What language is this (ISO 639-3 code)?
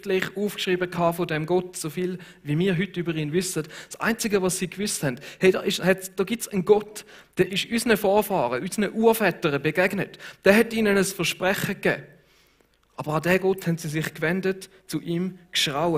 gsw